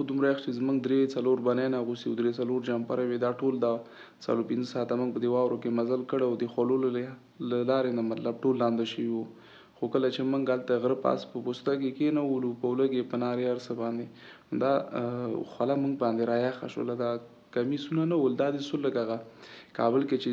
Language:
Pashto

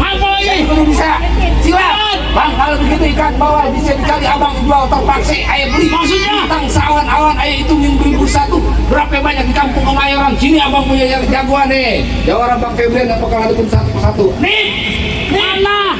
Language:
Betawi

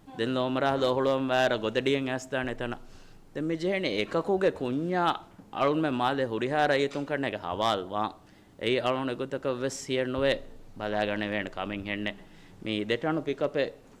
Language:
Divehi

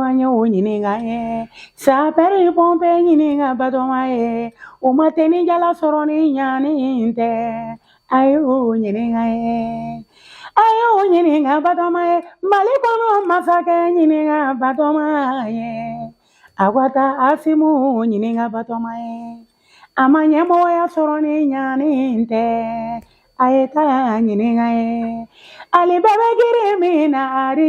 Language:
Bambara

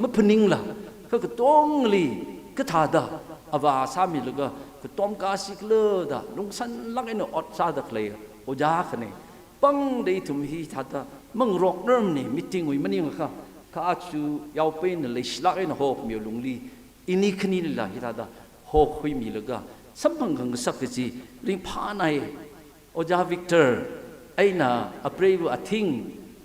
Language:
Tangkhul Naga (India)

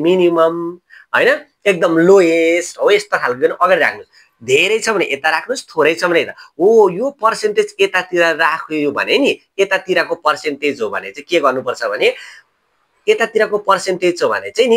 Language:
Nepali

